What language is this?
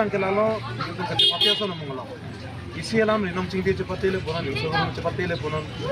Karbi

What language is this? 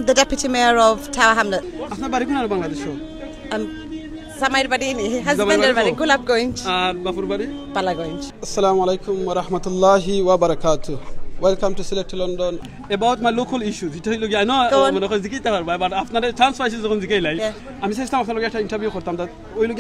Sylheti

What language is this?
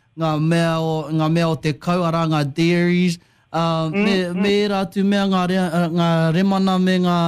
Māori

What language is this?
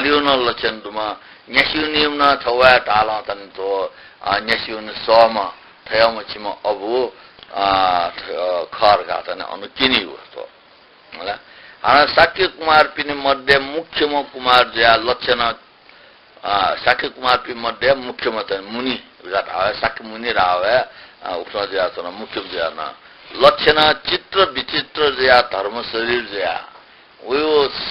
Newari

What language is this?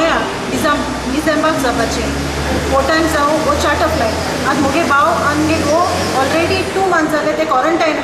Konkani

